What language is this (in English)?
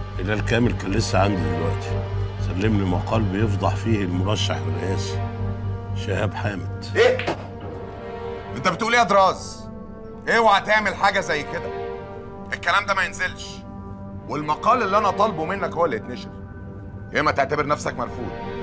Egyptian Arabic